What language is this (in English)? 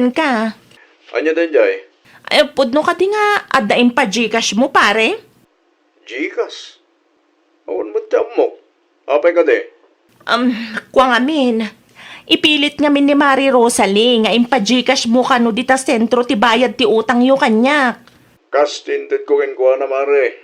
Iloko